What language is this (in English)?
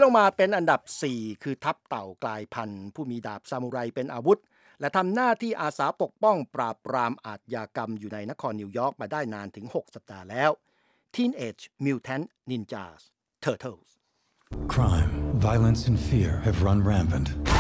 Thai